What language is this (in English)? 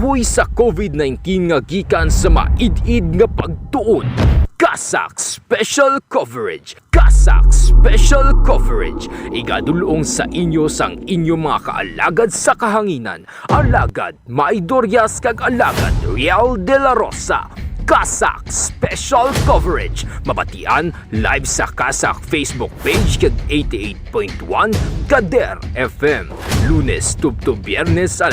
Hiligaynon